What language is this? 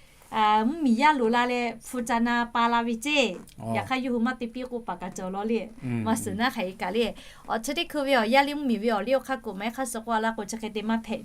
Lahu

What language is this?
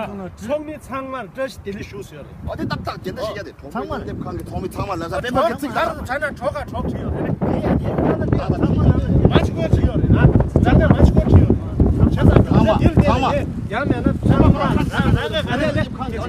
Tibetan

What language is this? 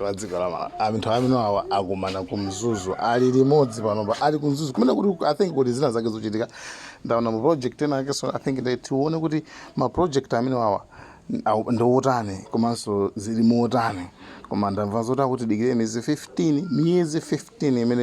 Nyanja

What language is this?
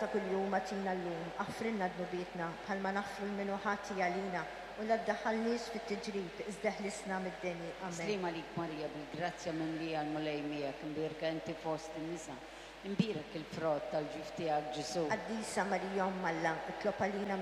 Maltese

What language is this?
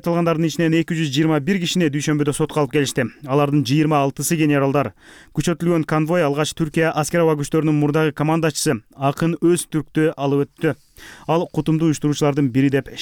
Kyrgyz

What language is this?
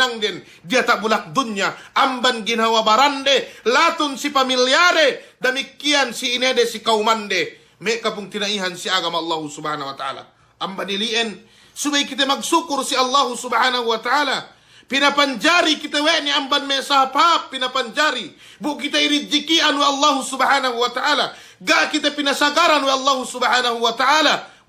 Yakan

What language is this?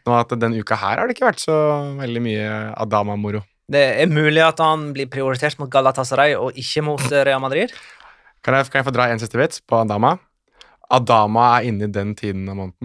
Norwegian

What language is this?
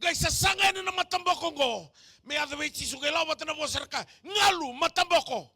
Fijian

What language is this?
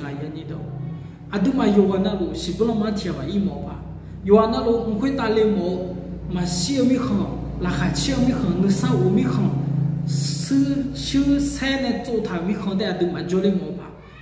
Akha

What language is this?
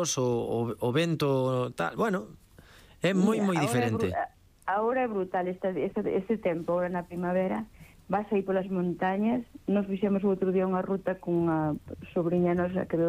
Galician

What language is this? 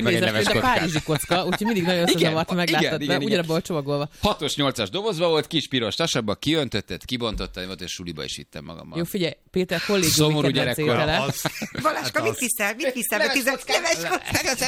Hungarian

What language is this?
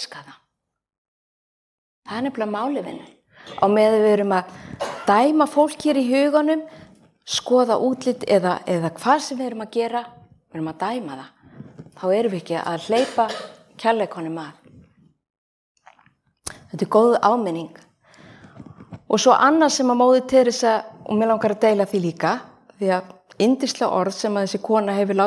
Icelandic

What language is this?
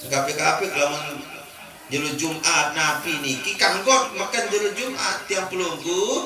Sasak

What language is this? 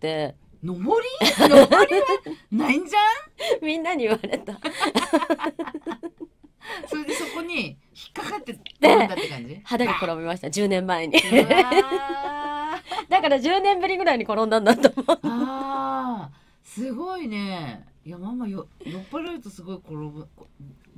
Japanese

